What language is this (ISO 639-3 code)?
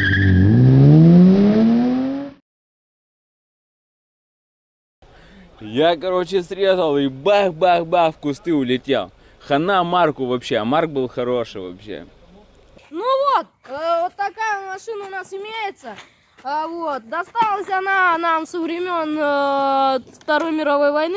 rus